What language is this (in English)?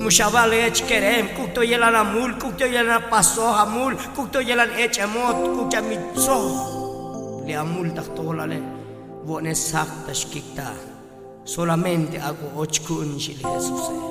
Tzotzil